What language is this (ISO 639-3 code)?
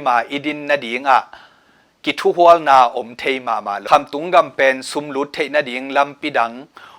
ctd